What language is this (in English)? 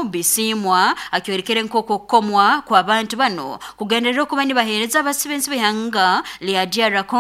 Nyankole